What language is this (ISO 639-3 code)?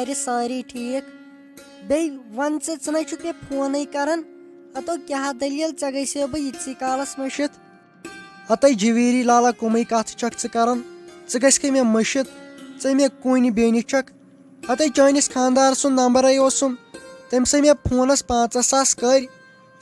kas